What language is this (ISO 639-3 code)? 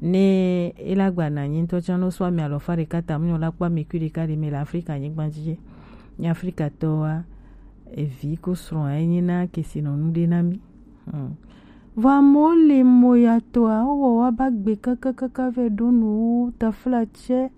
gej